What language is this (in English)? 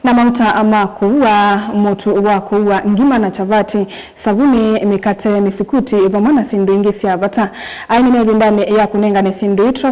Kamba